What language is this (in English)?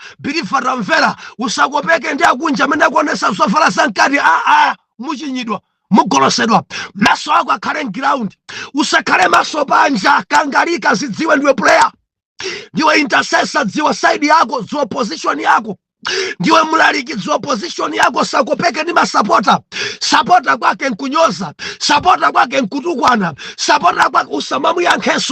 Nyanja